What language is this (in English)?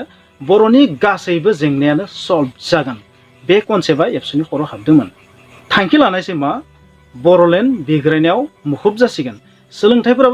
Bodo